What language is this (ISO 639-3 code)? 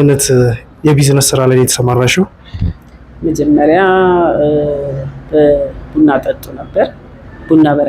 amh